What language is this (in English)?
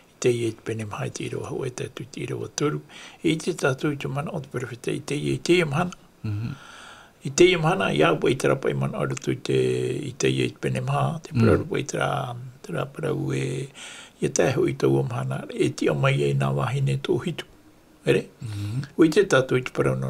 Tahitian